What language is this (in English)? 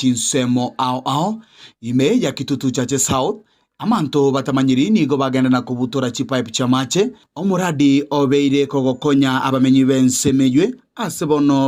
Gusii